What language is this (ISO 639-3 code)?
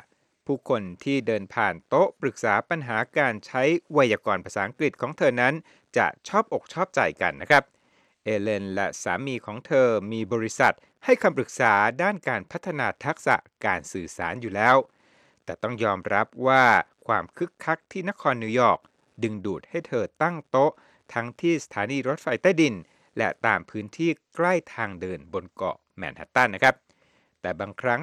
tha